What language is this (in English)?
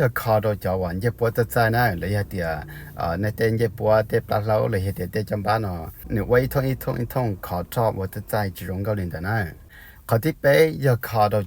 Hmong